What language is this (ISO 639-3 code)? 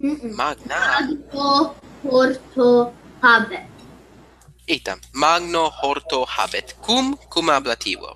lat